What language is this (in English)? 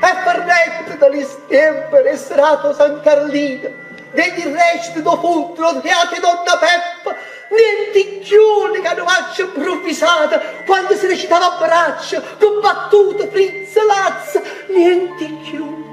Neapolitan